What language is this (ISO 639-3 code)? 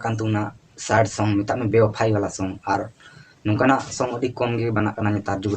sat